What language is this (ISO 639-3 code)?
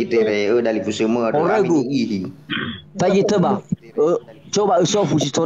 nia